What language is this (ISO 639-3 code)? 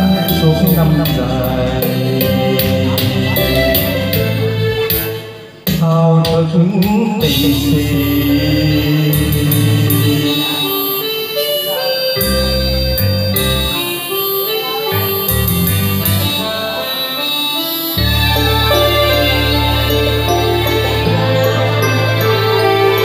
vie